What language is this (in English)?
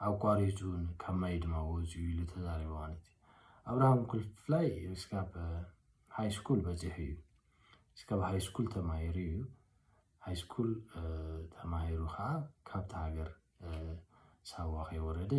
Tigrinya